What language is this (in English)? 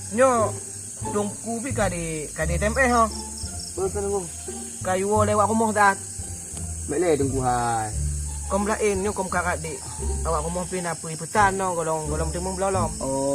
Achinese